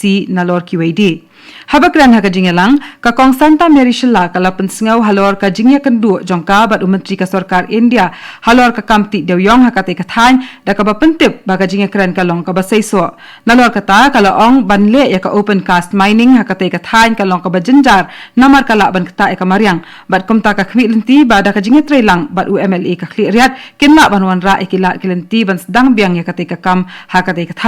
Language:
Khasi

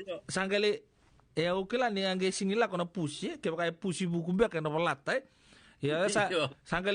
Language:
Fijian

